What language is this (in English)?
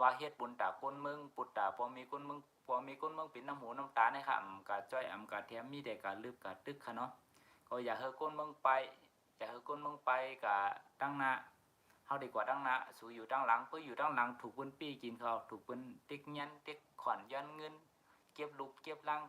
Shan